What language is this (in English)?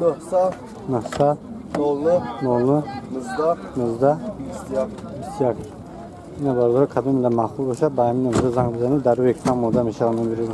Tajik